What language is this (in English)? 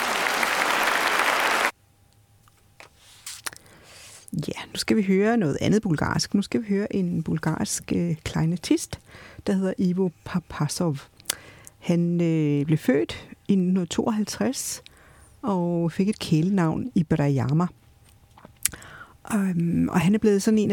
Danish